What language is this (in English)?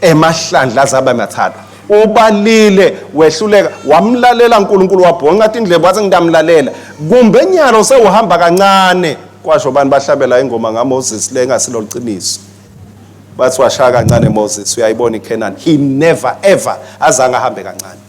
Swati